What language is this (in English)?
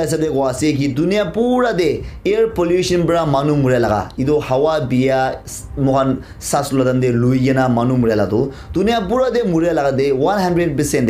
Naga Pidgin